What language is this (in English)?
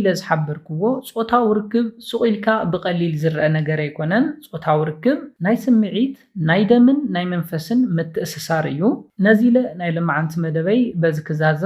Tigrinya